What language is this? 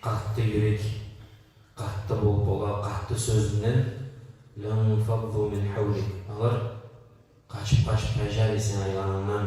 Kumyk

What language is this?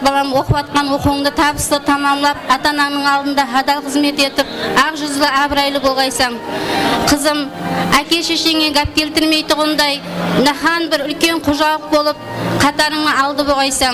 Kara-Kalpak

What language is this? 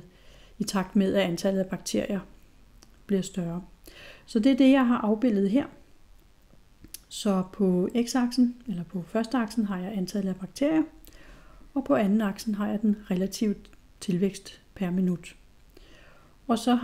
Danish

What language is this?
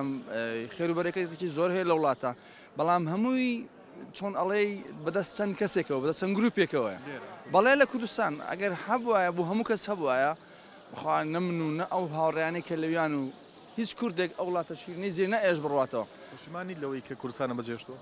Central Kurdish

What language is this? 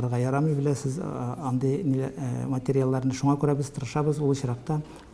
Tatar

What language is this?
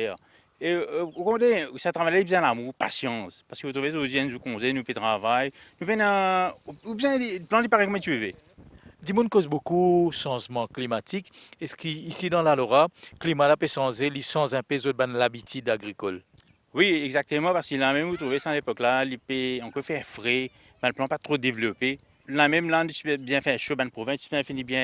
Morisyen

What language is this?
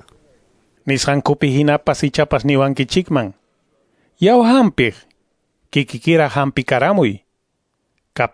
Quechua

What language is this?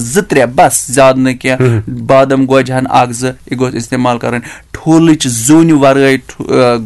Kashmiri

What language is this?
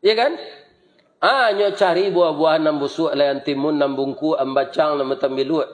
Minangkabau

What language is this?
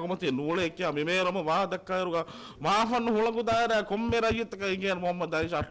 Divehi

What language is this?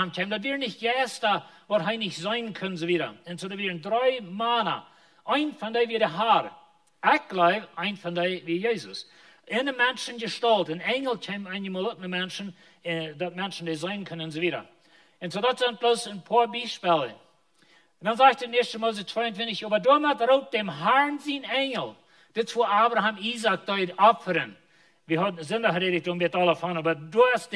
Plautdietsch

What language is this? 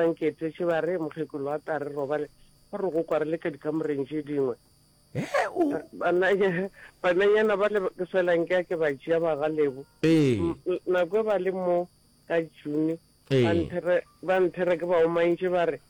Northern Sotho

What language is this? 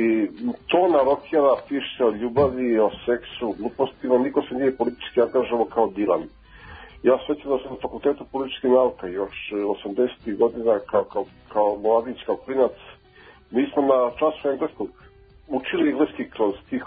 Serbian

